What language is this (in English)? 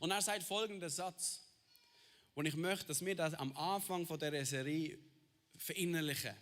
Swiss German